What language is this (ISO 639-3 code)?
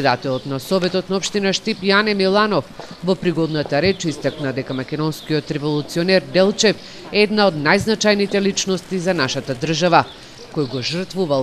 mkd